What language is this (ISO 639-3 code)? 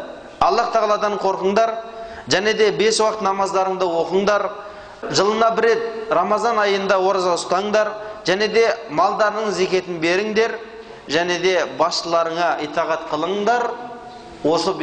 kaz